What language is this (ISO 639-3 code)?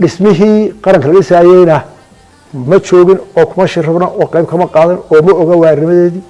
som